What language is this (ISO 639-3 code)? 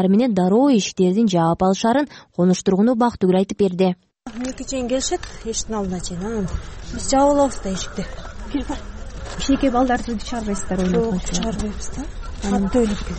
kir